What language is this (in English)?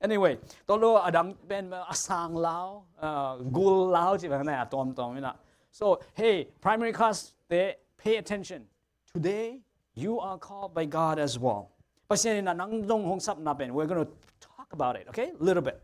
Tedim Chin